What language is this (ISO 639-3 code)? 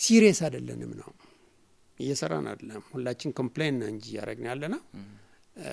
amh